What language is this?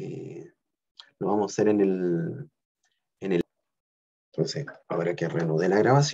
Spanish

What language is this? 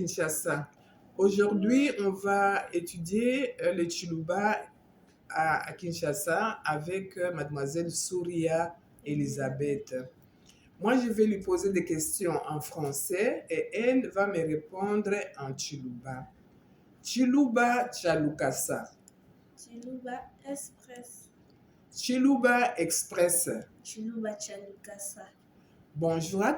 Luba-Lulua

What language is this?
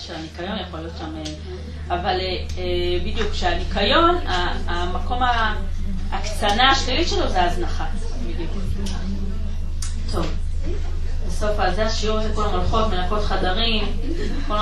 Hebrew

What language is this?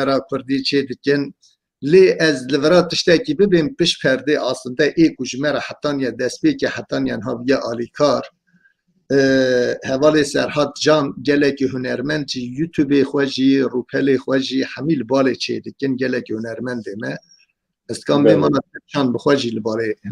Kurdish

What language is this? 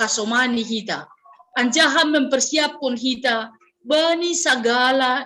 Batak Simalungun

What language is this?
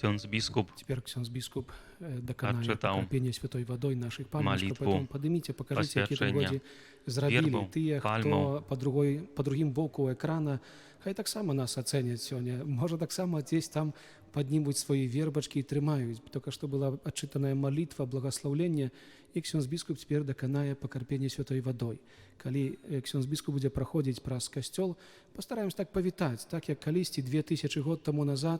Belarusian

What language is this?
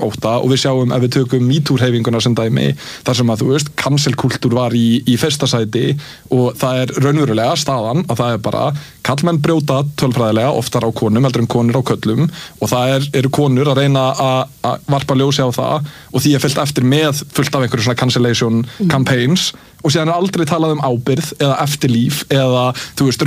Icelandic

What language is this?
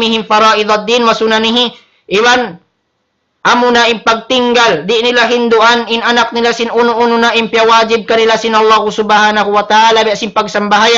Tausug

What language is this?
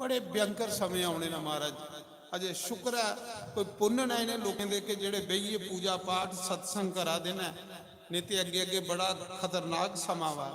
Dogri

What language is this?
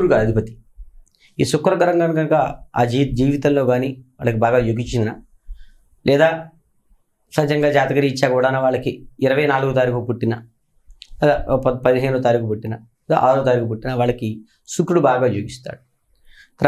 Telugu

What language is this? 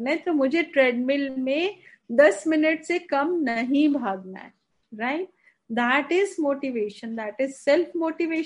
Hindi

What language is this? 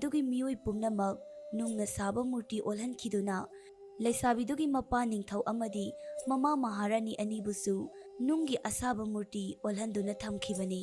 Manipuri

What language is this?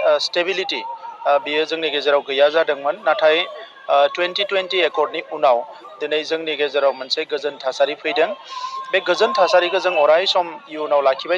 Bodo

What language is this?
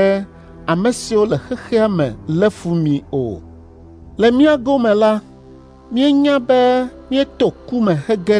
Ewe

